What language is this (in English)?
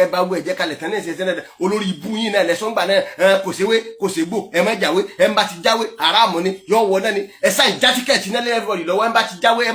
Yoruba